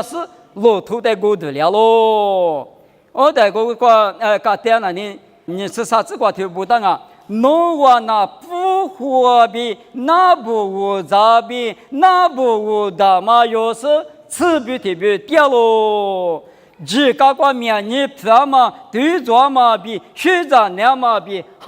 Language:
Lisu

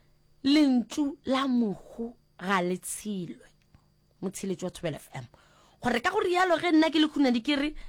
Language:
Northern Sotho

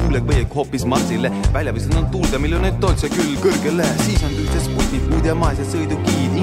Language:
Estonian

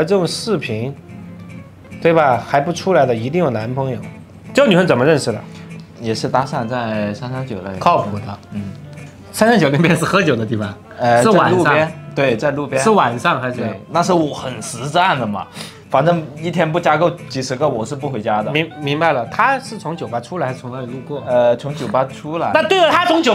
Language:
Chinese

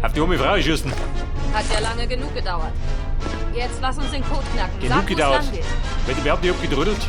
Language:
Bavarian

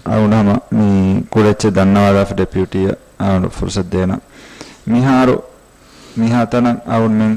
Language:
Divehi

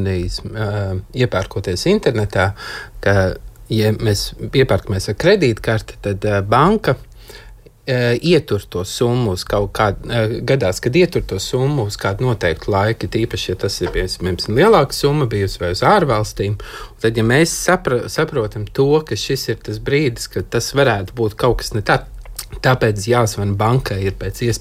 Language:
Latvian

